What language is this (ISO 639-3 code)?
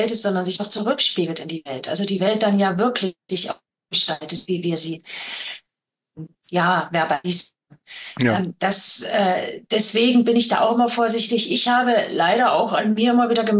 deu